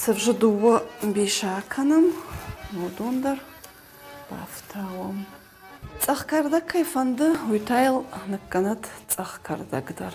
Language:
Ossetic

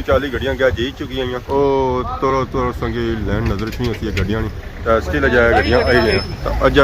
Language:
Pahari-Potwari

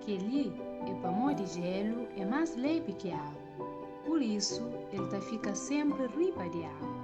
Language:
Kabuverdianu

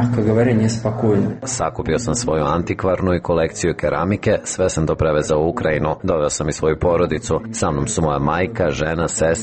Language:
Serbian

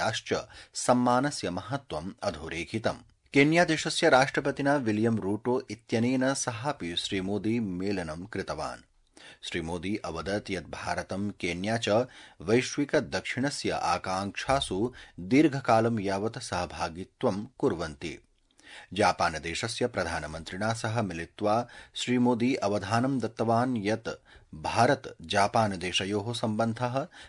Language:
Sanskrit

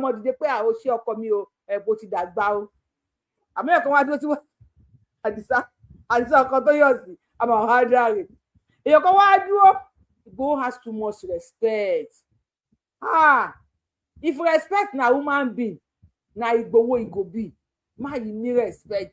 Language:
Yoruba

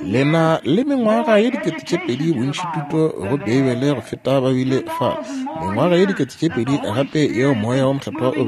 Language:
Northern Sotho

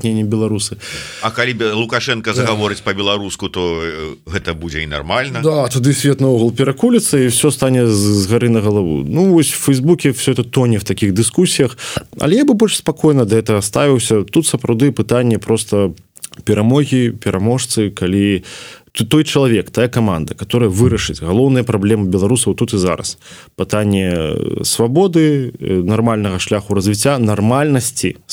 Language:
Belarusian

